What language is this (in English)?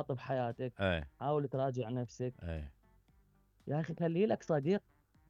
Mesopotamian Arabic